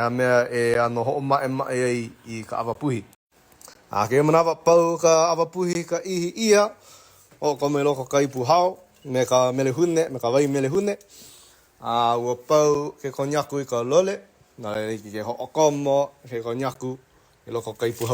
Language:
Hawaiian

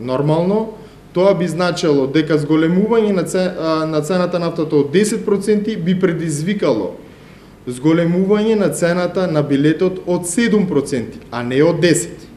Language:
Macedonian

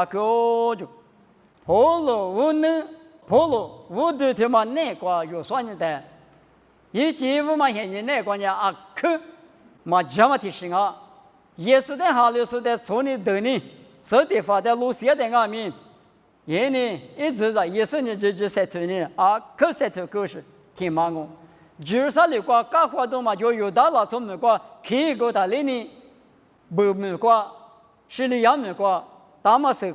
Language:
Lisu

